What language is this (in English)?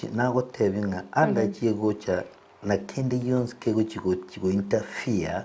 Gusii